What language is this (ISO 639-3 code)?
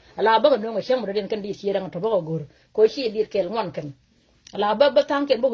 nus